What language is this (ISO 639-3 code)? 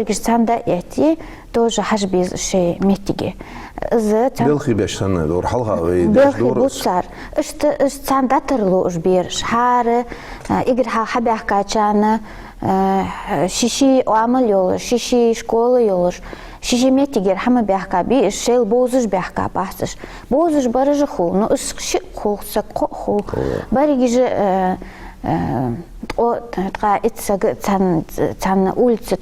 inh